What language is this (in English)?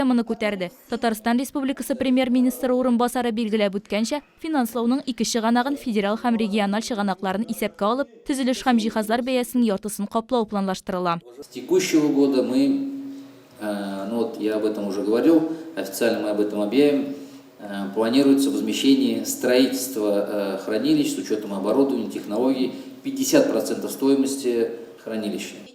Tatar